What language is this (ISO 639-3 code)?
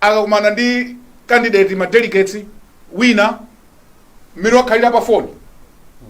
nya